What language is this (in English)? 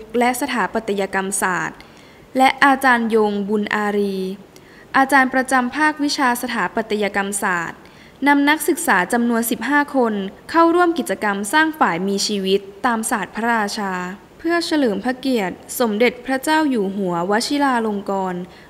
Thai